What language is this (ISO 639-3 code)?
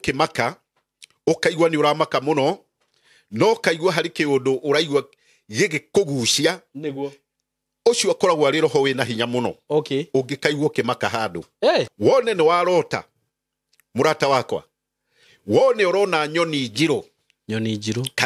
kik